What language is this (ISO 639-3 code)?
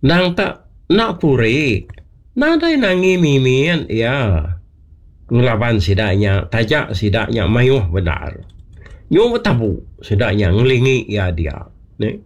iba